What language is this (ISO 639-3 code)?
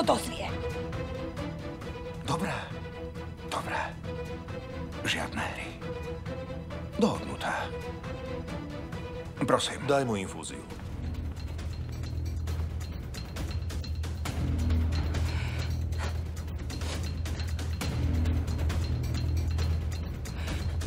slk